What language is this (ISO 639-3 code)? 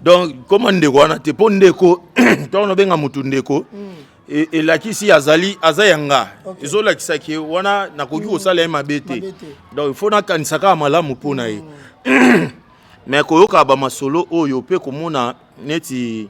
lin